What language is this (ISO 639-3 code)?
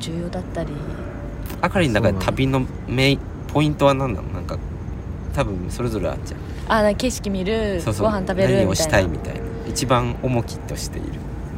jpn